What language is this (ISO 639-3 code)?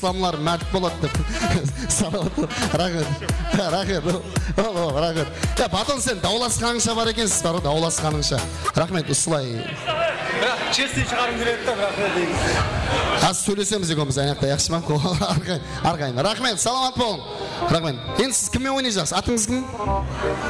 kaa